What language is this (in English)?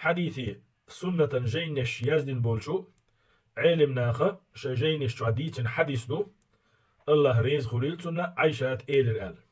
Chechen